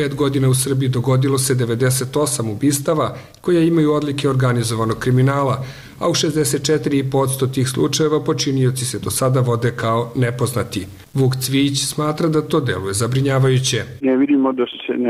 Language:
Serbian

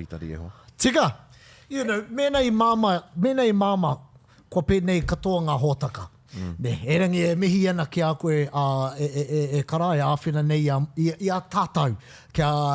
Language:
Māori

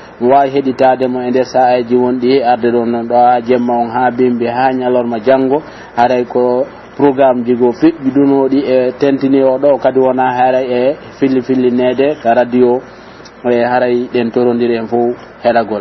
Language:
Pular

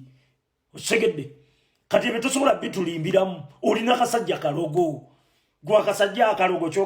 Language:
Ganda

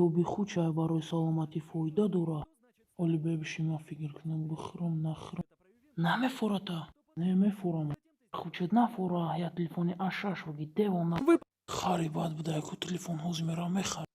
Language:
Tajik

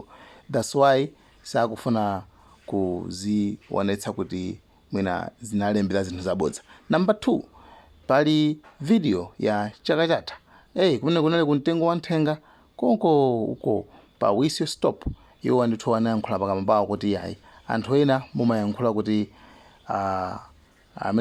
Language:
Nyanja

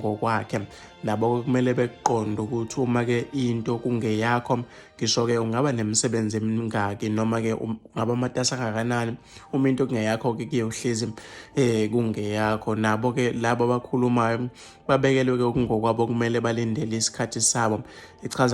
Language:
Zulu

